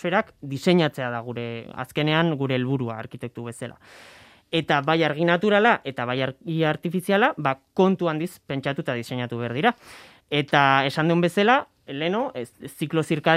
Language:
Basque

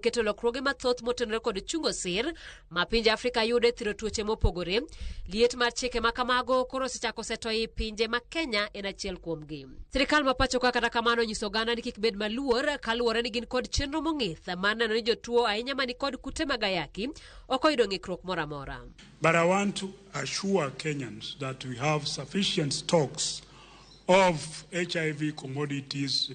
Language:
Luo (Kenya and Tanzania)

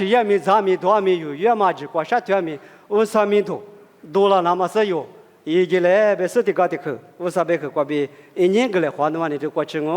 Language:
Lisu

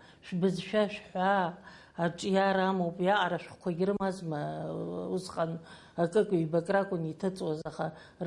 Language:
Abkhazian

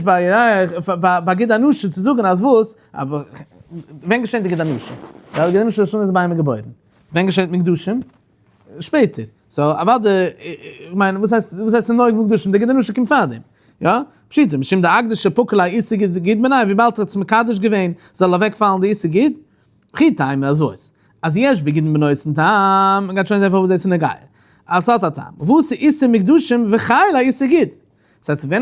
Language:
Yiddish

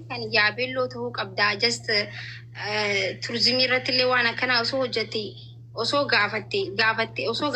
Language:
Oromo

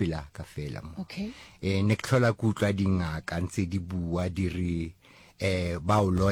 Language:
Northern Sotho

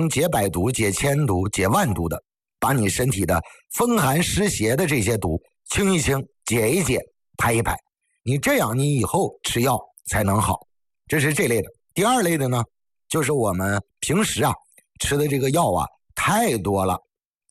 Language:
Chinese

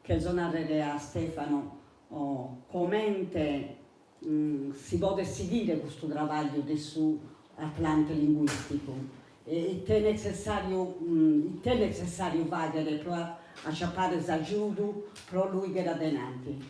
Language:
Sardinian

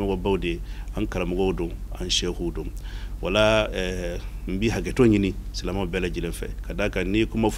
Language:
Bambara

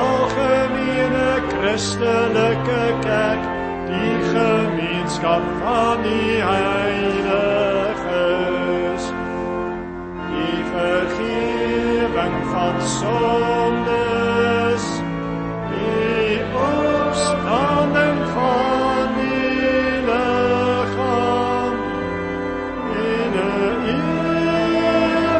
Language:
Afrikaans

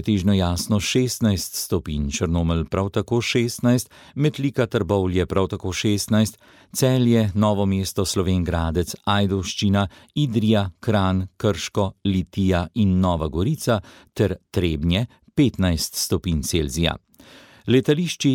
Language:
Slovenian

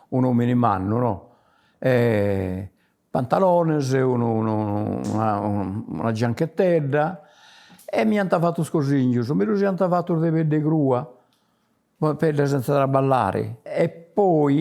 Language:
Sardinian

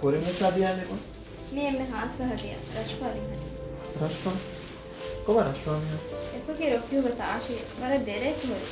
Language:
Divehi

